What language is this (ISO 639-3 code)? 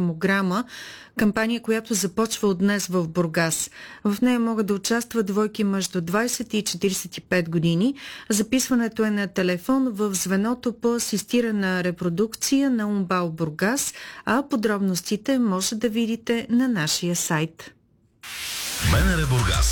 bul